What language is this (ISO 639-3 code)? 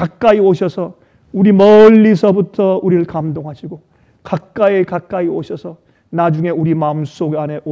kor